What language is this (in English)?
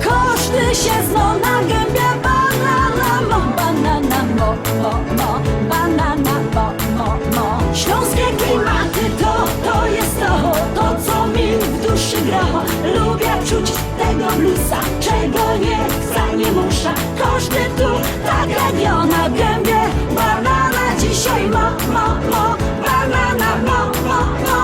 Silesian